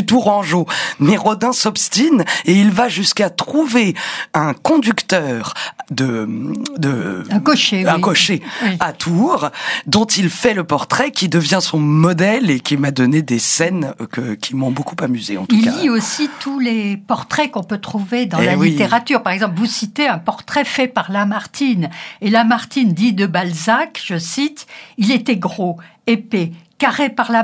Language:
French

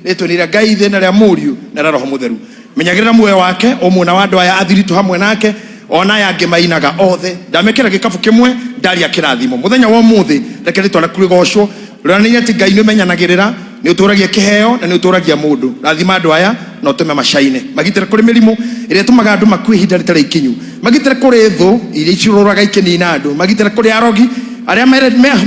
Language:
Kikuyu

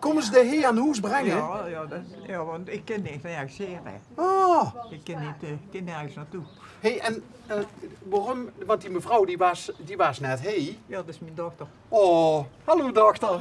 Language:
Limburgish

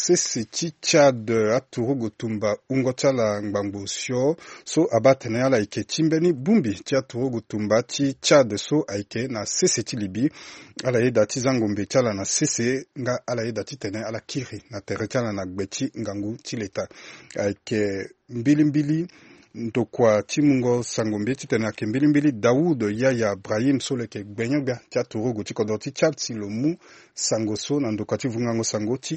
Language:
Sango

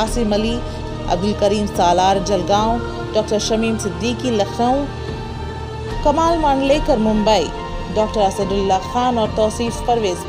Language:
Urdu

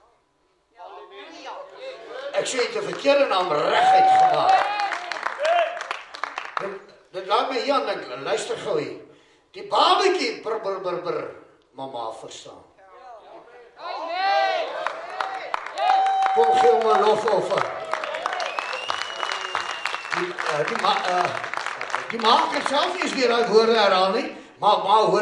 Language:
Afrikaans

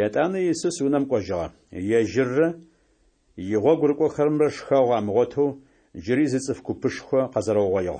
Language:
Adyghe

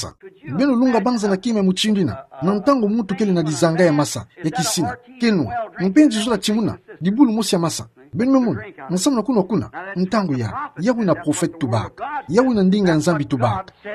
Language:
Kituba (Democratic Republic of Congo)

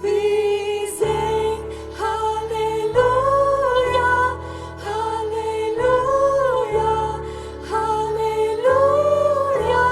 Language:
Plautdietsch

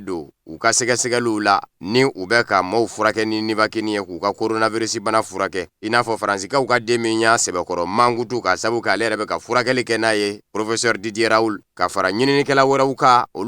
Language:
Bambara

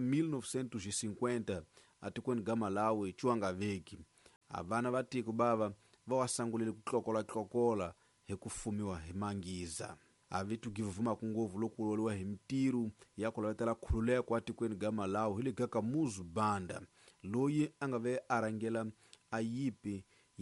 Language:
Tsonga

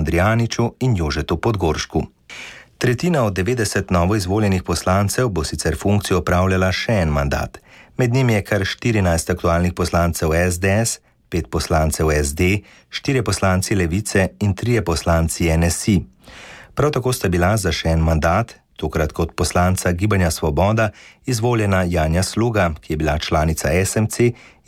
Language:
Slovenian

